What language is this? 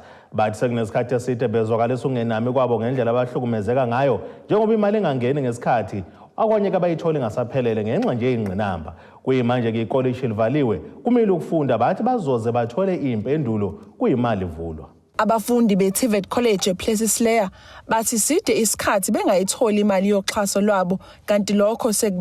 Zulu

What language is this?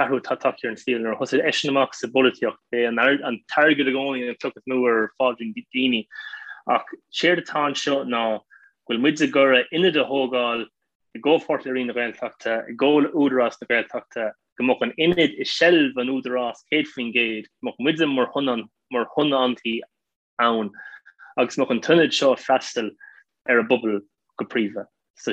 Irish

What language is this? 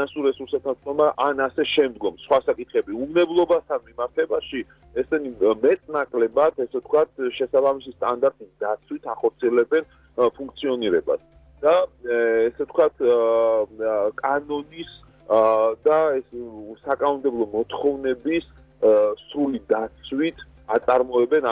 Georgian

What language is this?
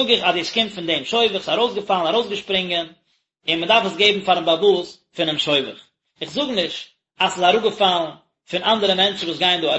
Yiddish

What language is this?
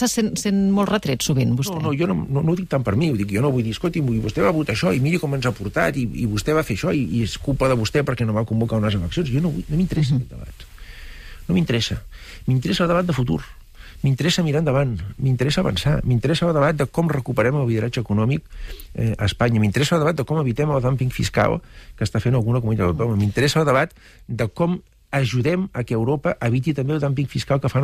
Catalan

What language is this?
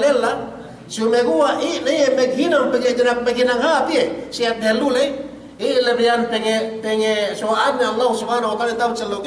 Yakan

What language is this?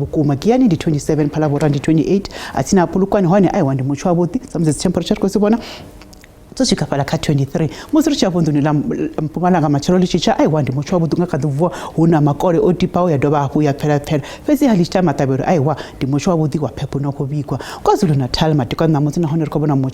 Venda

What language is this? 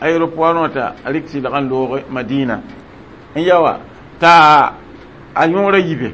Mossi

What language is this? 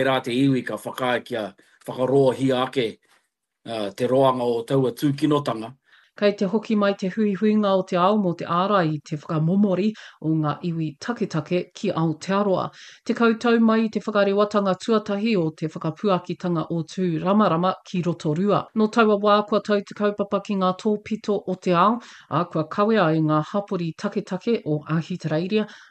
Māori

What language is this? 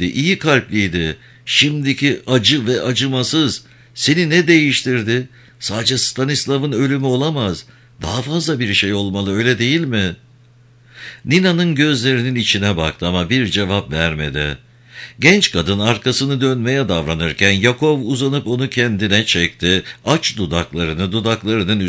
Turkish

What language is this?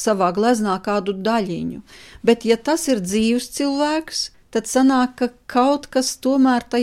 Latvian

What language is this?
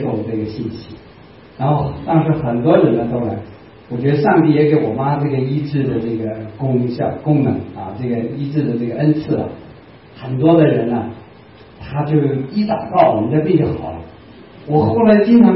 Chinese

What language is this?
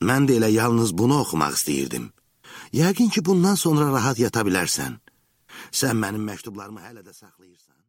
Azerbaijani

